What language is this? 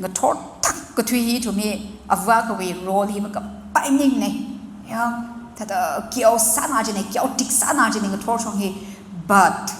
Tangkhul Naga (India)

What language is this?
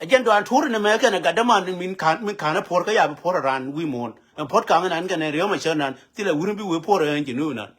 Nuer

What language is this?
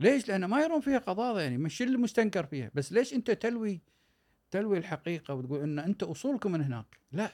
Gulf Arabic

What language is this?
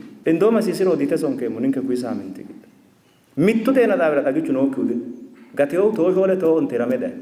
Sidamo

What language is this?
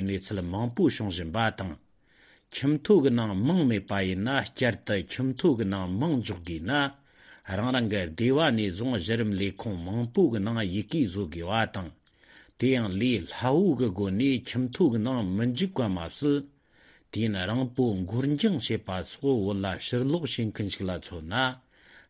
Tibetan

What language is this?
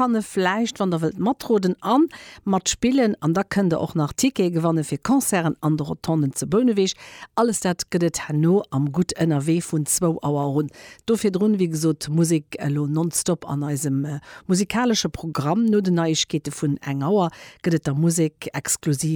Luxembourgish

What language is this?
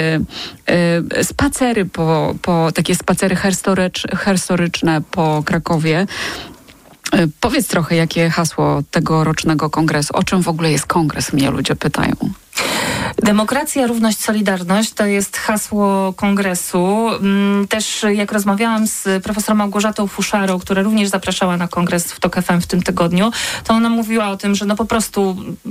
Polish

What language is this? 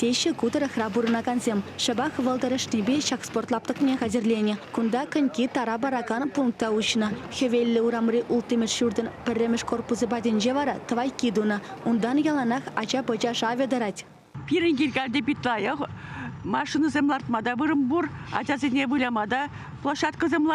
Chuvash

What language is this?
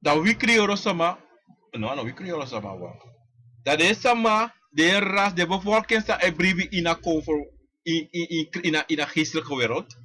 Sranan Tongo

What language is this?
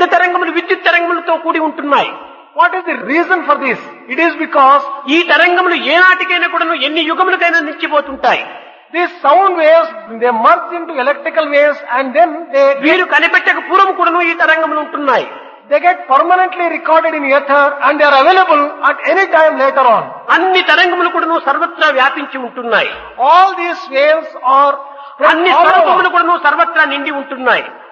Telugu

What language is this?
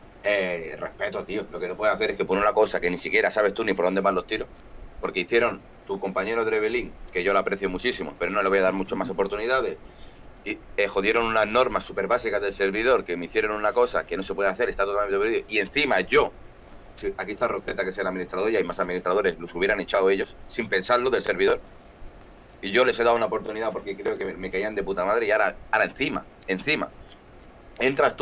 Spanish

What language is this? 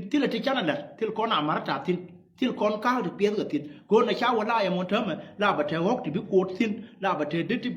Nuer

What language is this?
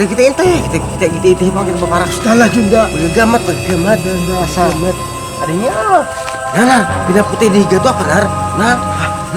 Banjar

